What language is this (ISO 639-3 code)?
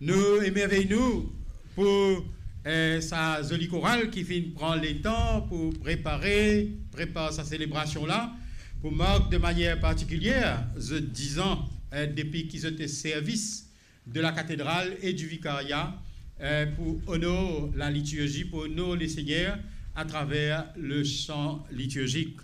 mfe